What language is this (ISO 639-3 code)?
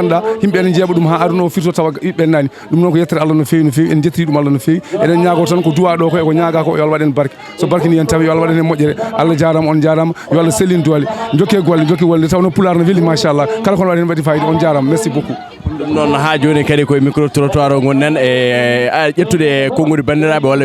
ful